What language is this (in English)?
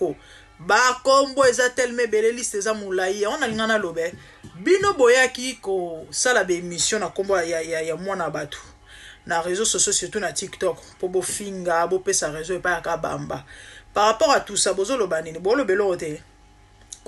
Lingala